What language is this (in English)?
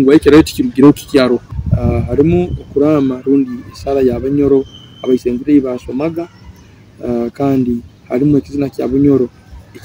Nyoro